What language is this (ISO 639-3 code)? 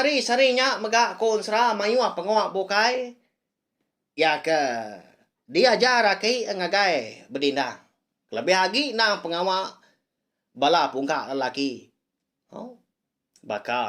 iba